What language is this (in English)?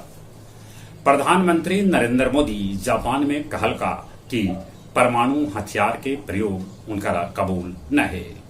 Magahi